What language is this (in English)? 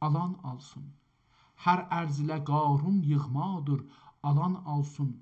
South Azerbaijani